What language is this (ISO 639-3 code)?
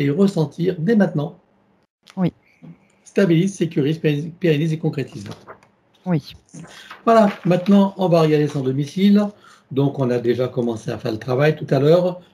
fra